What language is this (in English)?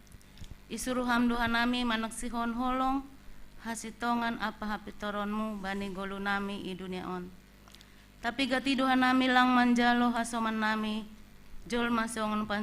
Batak Simalungun